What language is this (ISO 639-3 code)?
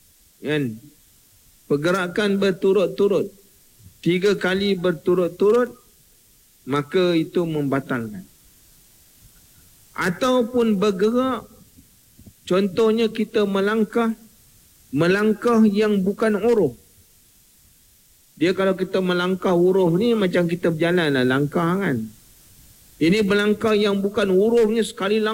msa